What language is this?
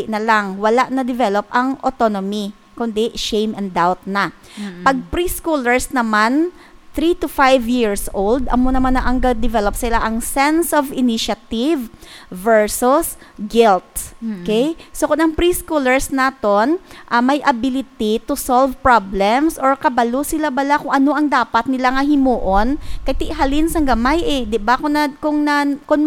Hiligaynon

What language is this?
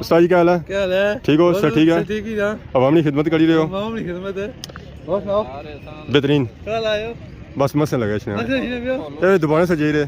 Pahari-Potwari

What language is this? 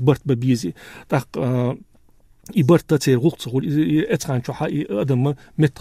Chechen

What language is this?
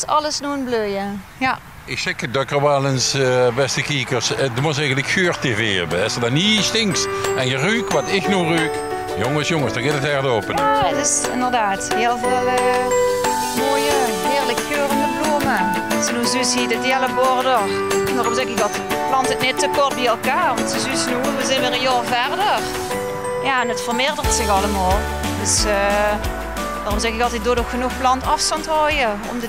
Limburgish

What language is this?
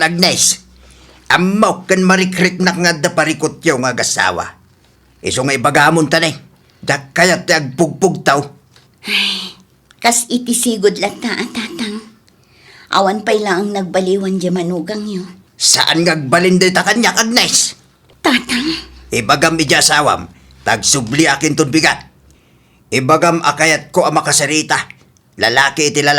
Iloko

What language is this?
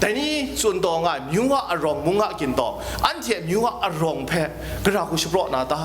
Kachin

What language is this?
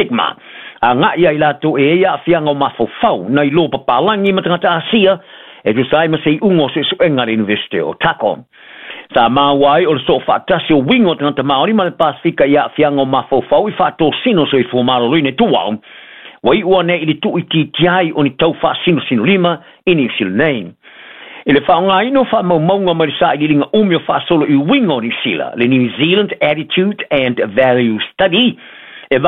Samoan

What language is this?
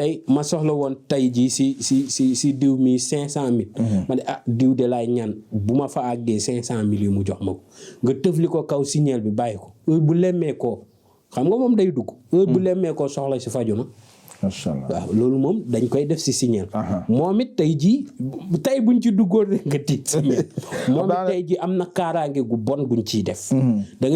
Wolof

